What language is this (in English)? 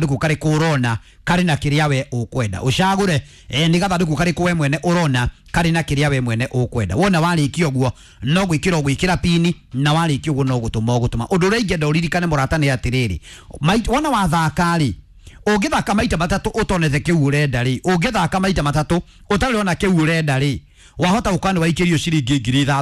Kikuyu